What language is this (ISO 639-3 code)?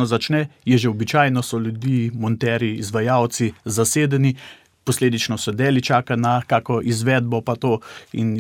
slv